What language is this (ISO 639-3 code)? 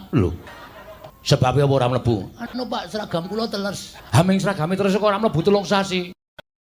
jav